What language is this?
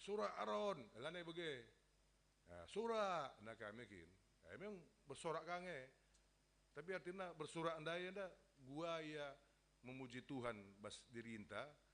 Batak Karo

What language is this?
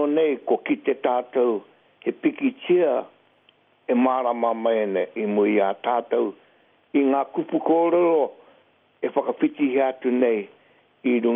Māori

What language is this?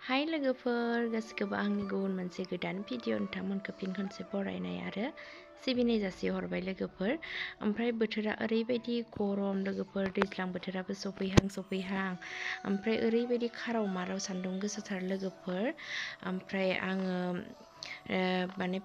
Bodo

